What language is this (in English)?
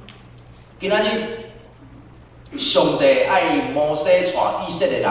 Min Nan Chinese